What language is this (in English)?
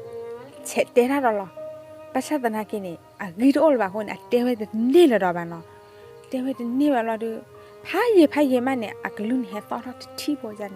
S'gaw Karen